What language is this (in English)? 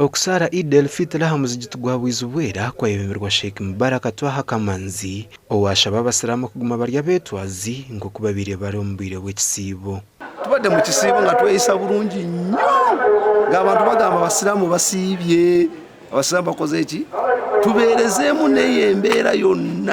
Nyankole